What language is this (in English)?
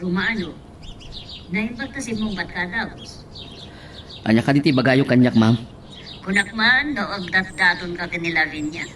Iloko